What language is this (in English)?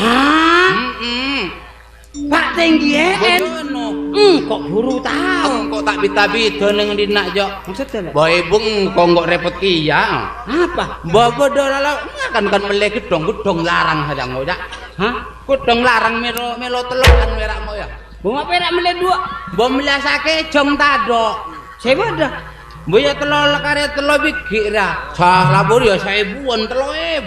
Madurese